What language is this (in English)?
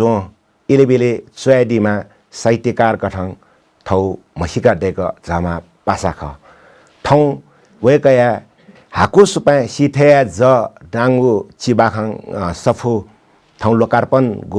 Newari